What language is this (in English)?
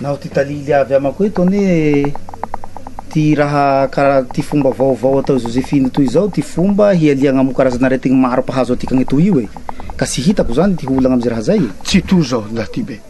Malagasy